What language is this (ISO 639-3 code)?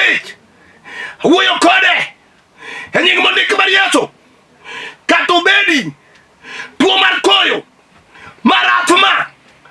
luo